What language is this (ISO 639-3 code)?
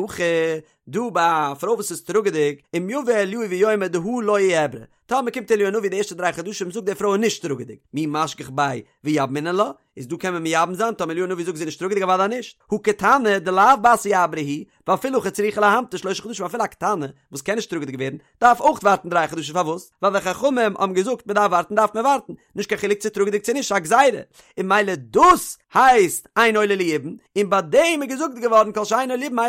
yid